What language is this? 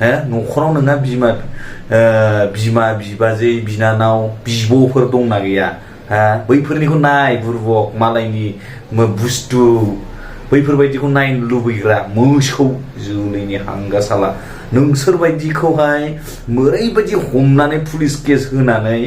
Bodo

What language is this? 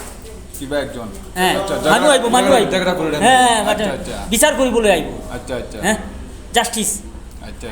Sylheti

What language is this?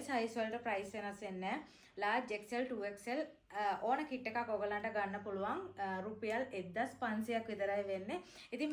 Sinhala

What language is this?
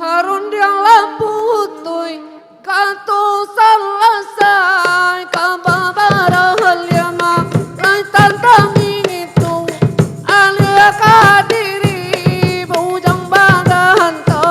Minangkabau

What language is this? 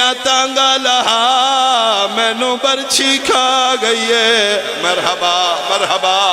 Pahari-Potwari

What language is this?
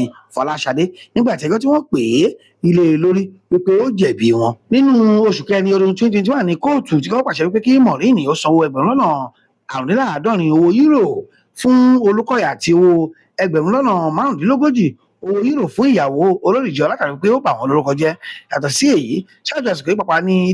Yoruba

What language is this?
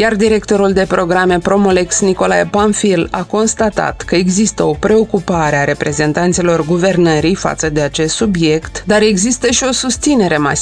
Romanian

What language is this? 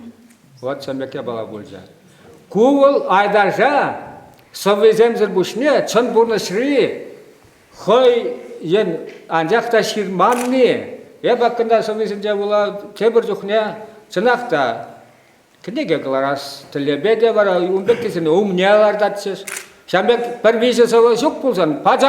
Chuvash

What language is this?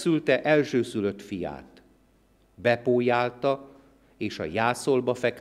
Hungarian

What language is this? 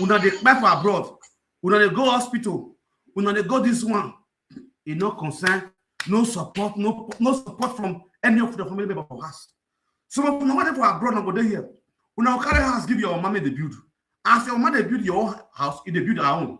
Nigerian Pidgin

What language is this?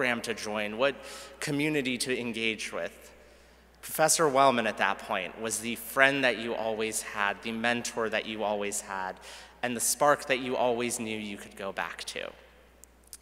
English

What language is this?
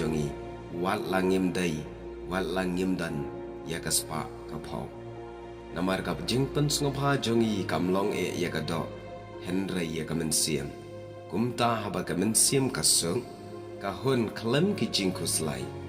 Khasi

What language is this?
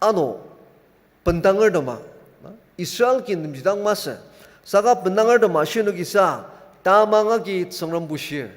Ao Naga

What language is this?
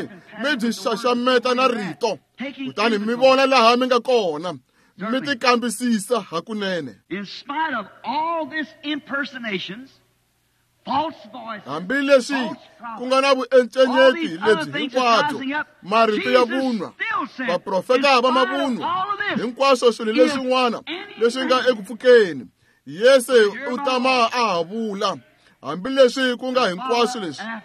Tsonga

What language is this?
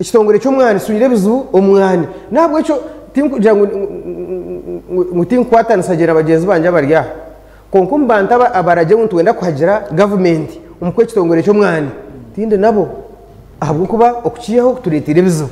Nyankole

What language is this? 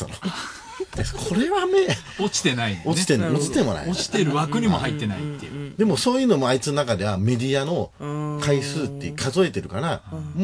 Japanese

